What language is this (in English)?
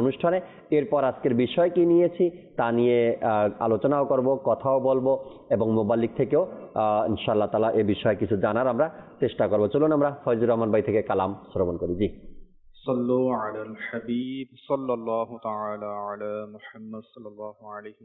Bangla